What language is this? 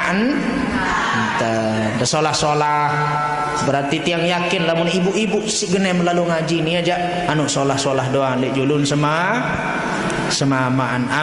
Sasak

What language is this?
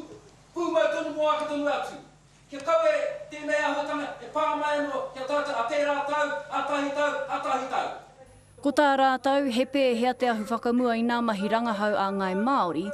Māori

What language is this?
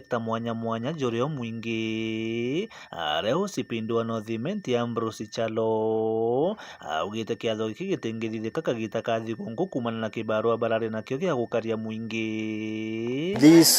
Meru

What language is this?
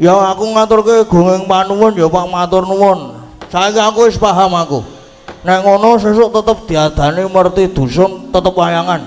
Javanese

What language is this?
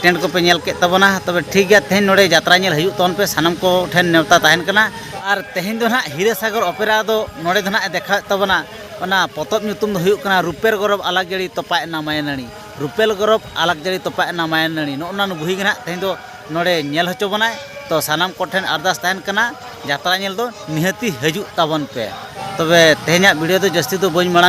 Santali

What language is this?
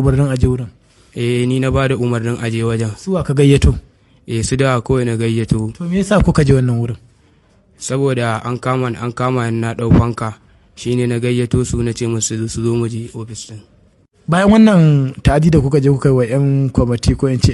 Hausa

